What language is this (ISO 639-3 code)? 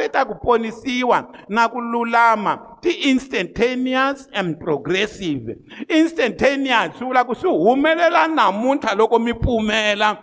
tso